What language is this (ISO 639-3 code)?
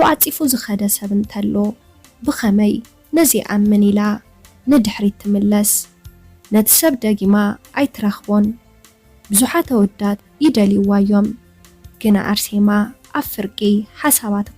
tir